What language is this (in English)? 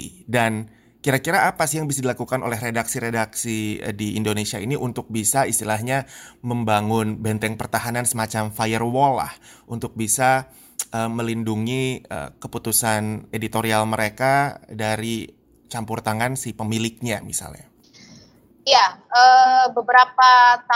Indonesian